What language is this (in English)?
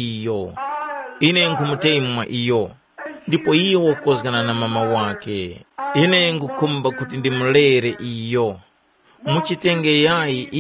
Tumbuka